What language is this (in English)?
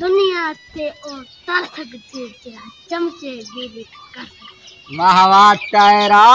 Saraiki